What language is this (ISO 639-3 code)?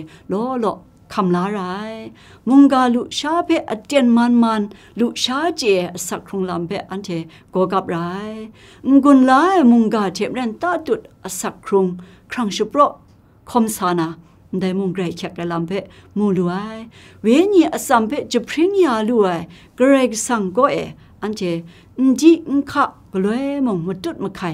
kac